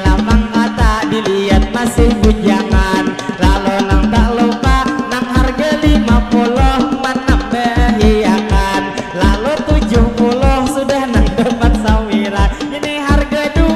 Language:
Banjar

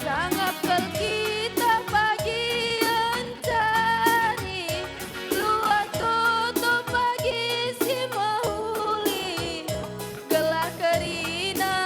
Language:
Batak Karo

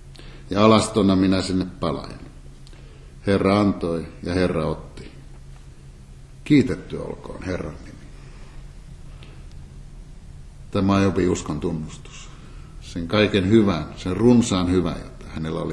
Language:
Finnish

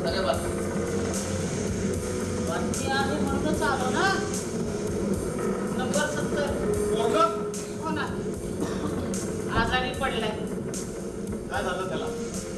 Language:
Marathi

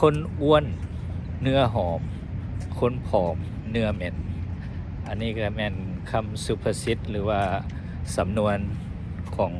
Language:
Lao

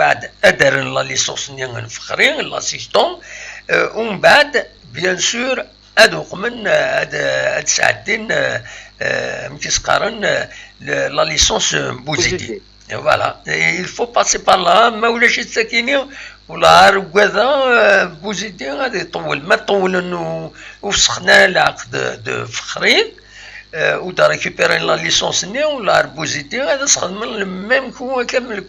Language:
Kabyle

